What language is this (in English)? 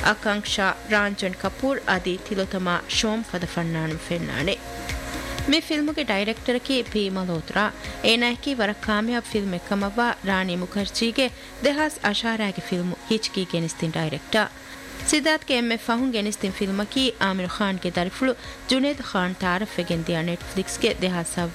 Divehi